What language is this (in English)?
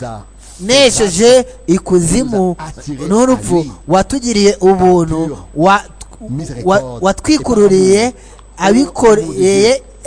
Kinyarwanda